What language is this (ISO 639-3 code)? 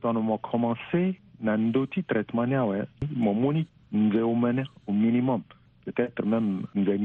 sag